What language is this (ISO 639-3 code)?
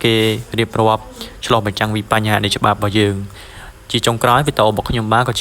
khm